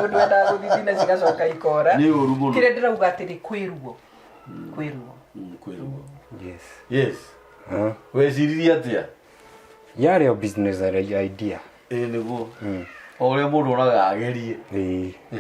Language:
Kikuyu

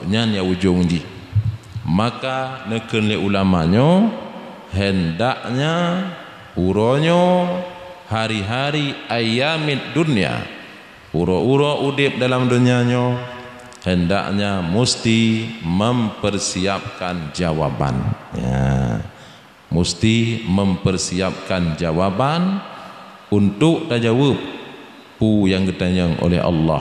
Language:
Achinese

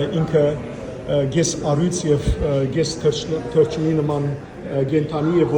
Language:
Western Armenian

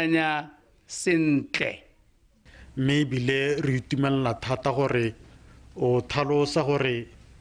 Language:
Tswana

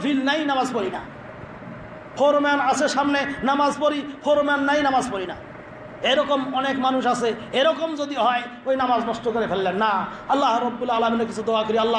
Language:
Bangla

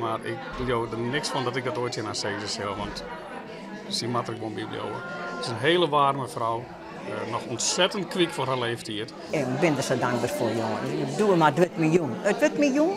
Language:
Western Frisian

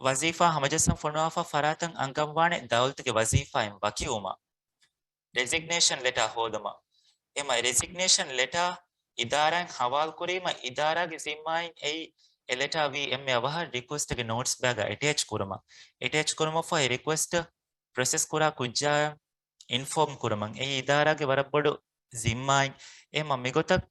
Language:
Divehi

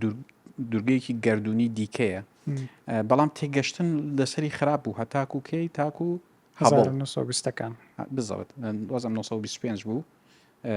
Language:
Central Kurdish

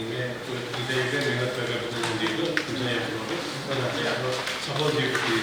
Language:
Newari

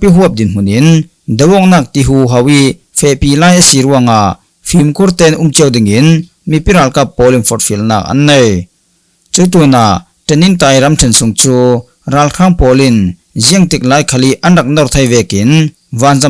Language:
Falam Chin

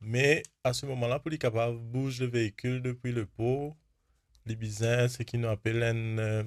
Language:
Morisyen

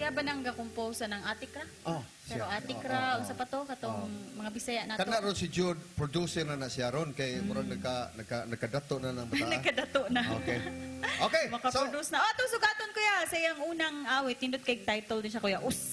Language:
Cebuano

